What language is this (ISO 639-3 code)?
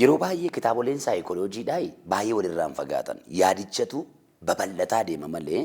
orm